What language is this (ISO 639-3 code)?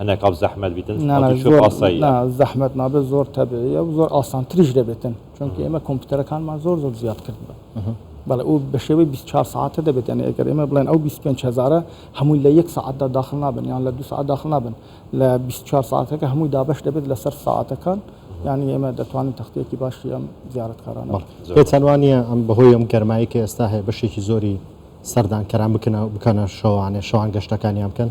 ckb